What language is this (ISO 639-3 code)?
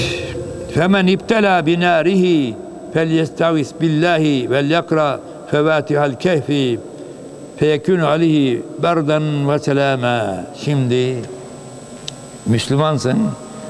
tur